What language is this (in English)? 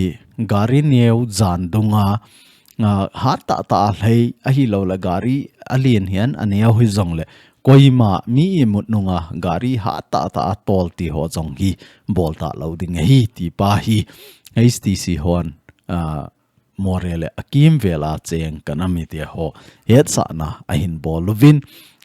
Thado Chin